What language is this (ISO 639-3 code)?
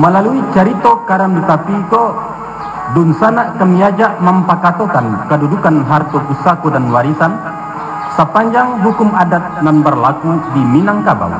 min